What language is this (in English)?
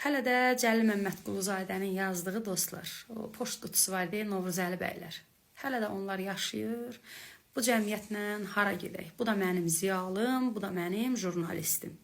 Azerbaijani